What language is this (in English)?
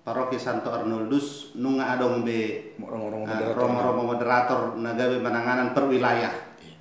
Batak Toba